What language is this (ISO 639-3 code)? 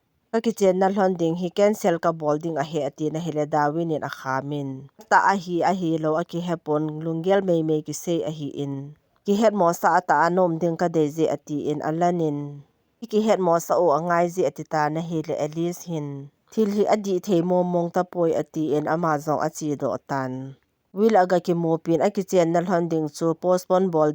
tcz